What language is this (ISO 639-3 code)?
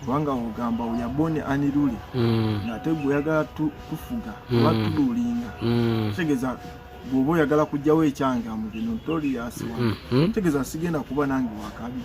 lug